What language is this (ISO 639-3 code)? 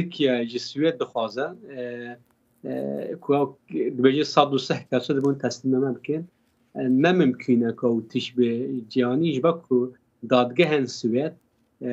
kur